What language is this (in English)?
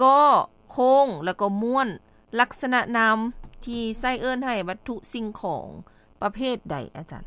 Lao